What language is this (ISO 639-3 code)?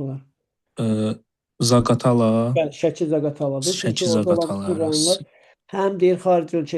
aze